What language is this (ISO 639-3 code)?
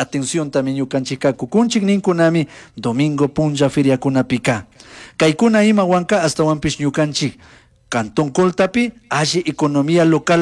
qug